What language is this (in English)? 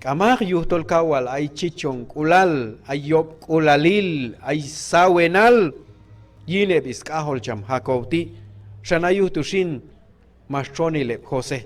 Q'anjob'al